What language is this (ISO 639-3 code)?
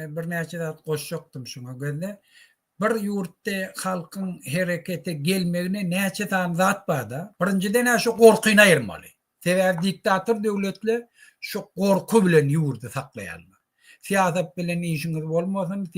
tuk